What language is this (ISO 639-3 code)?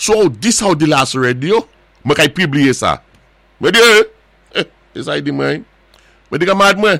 acf